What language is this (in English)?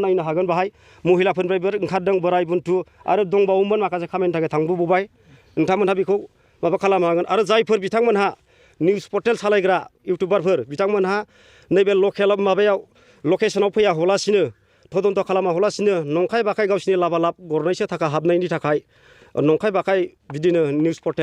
Bodo